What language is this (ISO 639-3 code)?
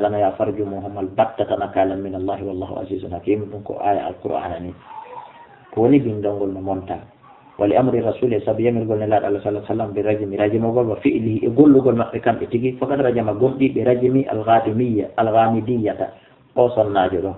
ful